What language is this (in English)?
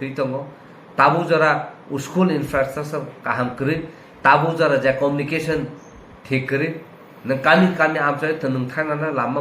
Kok Borok